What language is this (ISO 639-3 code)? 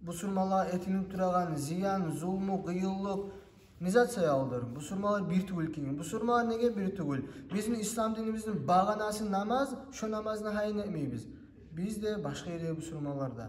kum